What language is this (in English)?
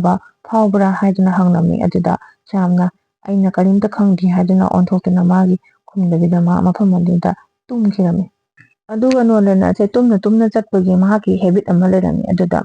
Manipuri